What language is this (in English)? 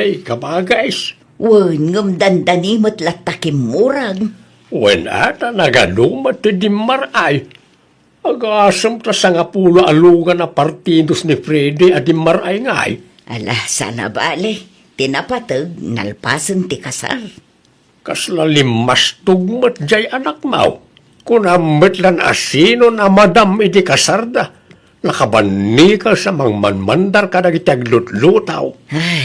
Iloko